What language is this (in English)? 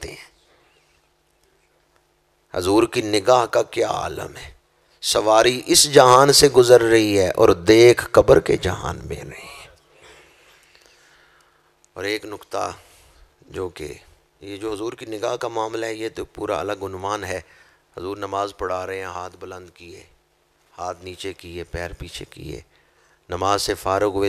Urdu